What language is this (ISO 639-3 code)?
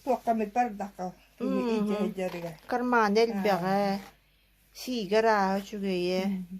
sah